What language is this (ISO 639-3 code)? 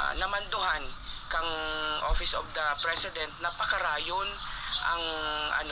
bik